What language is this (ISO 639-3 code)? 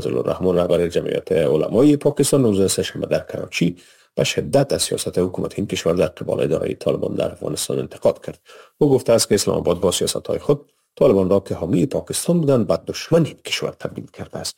fas